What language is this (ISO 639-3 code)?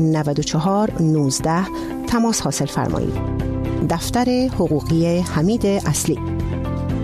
fas